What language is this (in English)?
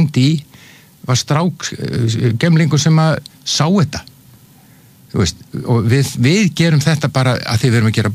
Icelandic